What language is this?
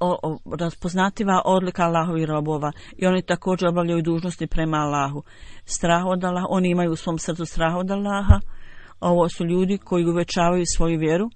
Bosnian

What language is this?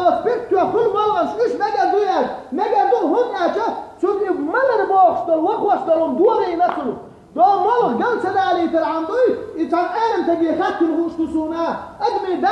Chechen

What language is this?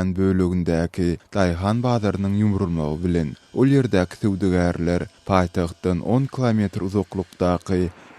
Turkmen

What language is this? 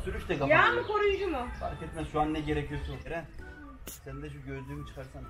Turkish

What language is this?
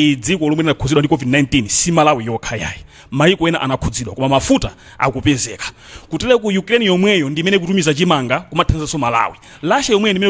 Nyanja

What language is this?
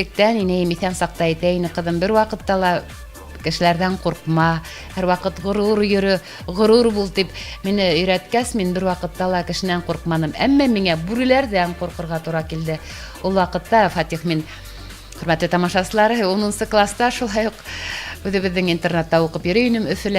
Bashkir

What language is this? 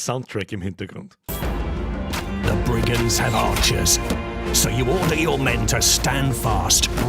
Bavarian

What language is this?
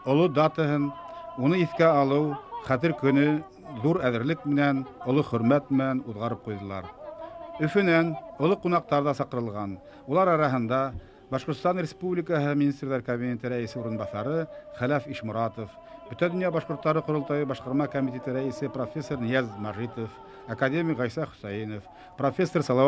Bashkir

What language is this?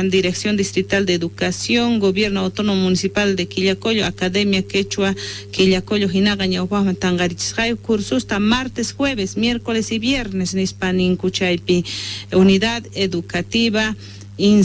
South Bolivian Quechua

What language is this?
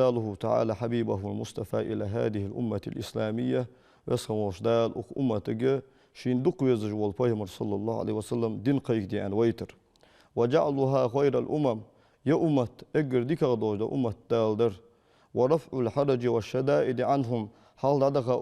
Ingush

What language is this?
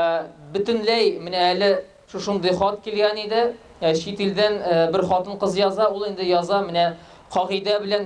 Tatar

